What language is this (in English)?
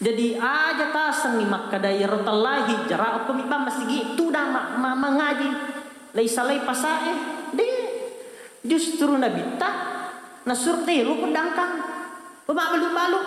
Buginese